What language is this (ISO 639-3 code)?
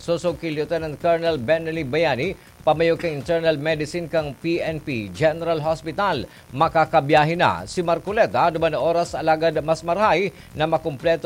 bik